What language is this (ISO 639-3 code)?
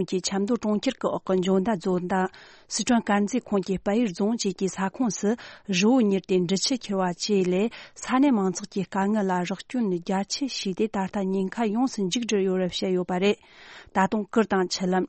bod